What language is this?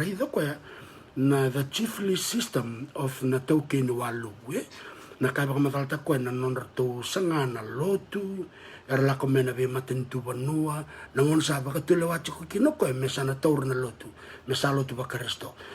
Fijian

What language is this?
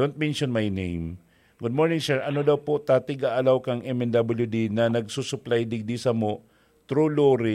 Bikol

